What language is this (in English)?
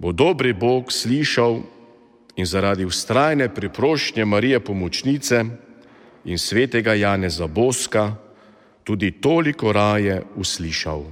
Slovenian